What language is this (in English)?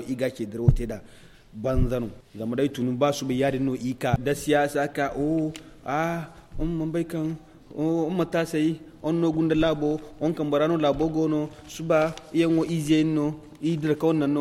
Zarma